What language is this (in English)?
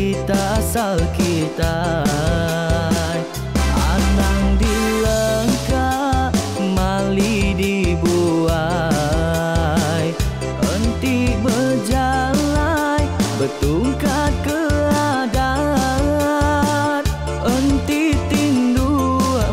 Iban